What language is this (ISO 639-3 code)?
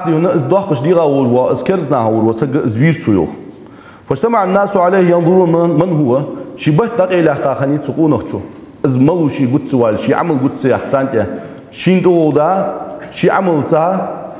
inh